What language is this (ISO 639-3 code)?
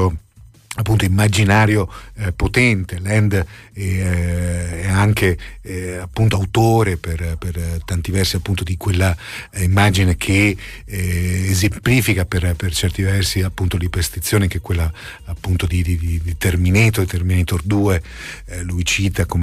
ita